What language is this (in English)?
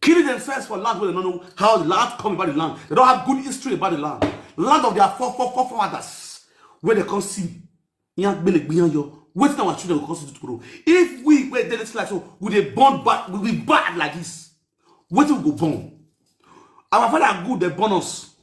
Nigerian Pidgin